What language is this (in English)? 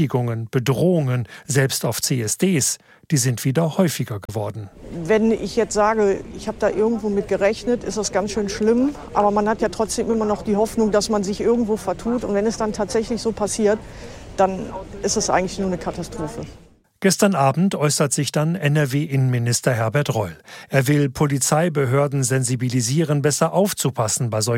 German